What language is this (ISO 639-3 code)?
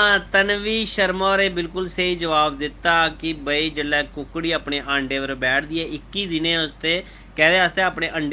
doi